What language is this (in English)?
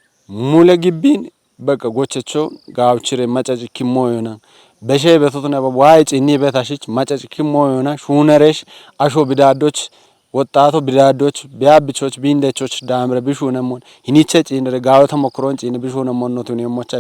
Kafa